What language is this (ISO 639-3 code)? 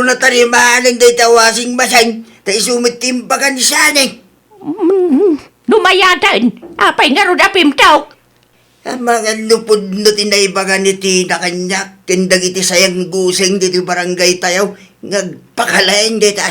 ilo